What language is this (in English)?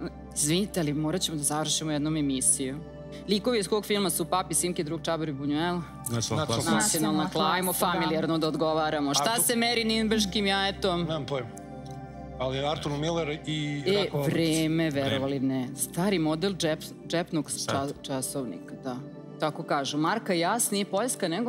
Serbian